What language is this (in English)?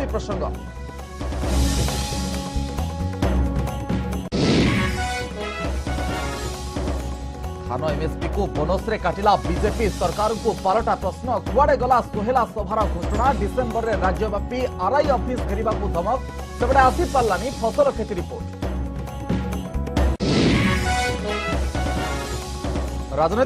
Odia